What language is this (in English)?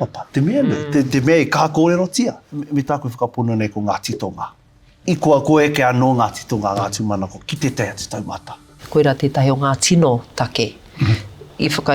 Māori